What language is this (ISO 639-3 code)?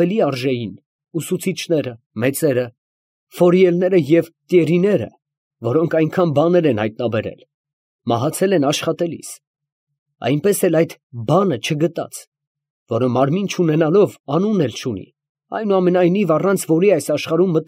hye